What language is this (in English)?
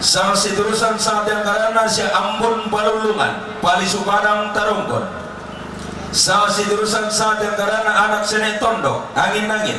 Toraja-Sa'dan